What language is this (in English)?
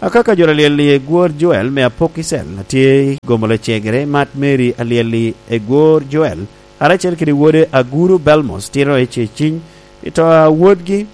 Lango (Uganda)